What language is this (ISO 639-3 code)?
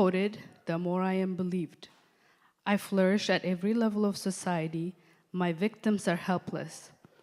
eng